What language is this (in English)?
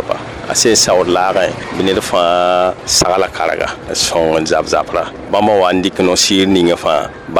Mossi